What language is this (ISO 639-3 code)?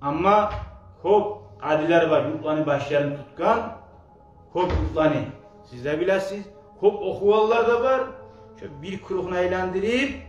kum